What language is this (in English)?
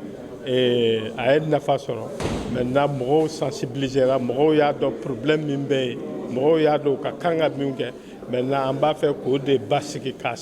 Bambara